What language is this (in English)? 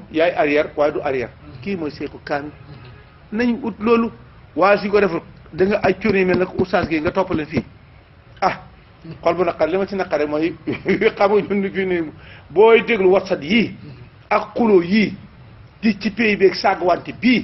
Wolof